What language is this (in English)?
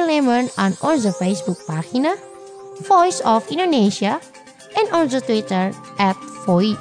Dutch